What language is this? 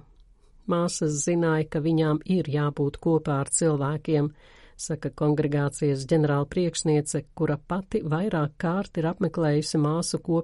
Latvian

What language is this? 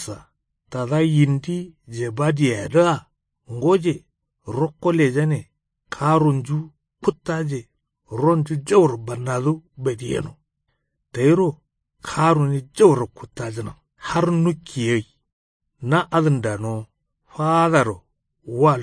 Kanuri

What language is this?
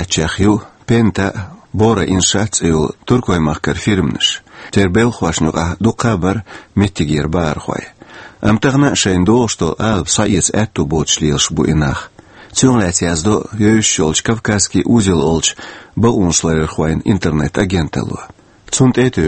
Chechen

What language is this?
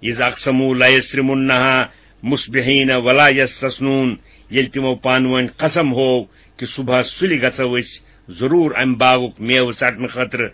Kashmiri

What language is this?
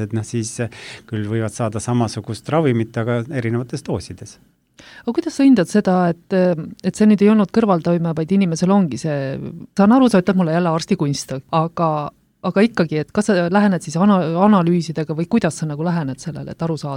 Estonian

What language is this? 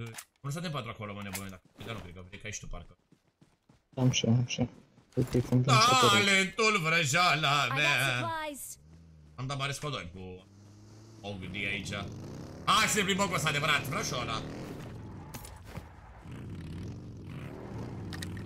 Romanian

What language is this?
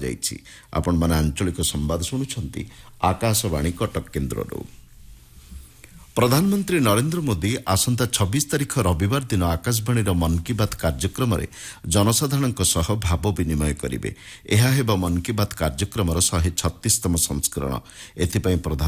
Odia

